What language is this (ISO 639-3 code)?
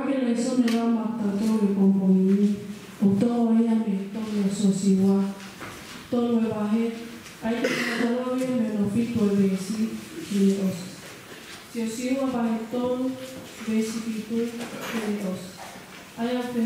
ton